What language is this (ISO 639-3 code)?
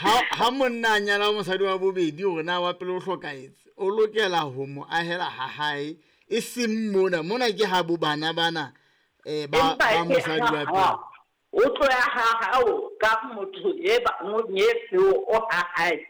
sot